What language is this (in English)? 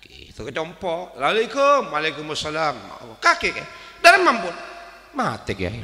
Madurese